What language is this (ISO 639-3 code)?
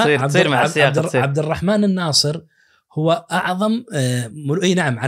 ars